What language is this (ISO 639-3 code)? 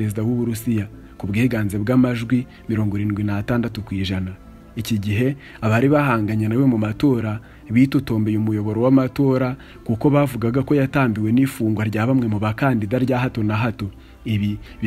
kin